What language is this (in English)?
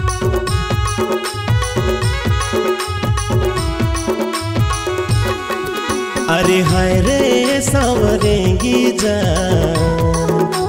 Chhattisgarhi